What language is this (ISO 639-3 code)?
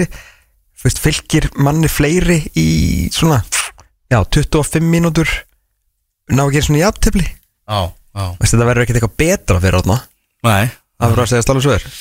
isl